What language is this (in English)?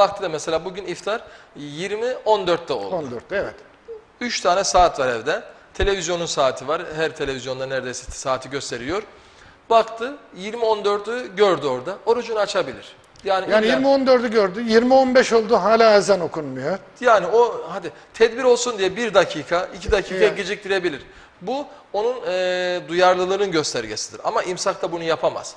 Turkish